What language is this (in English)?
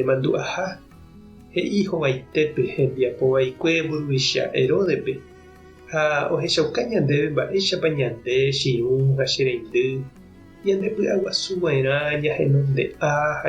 Guarani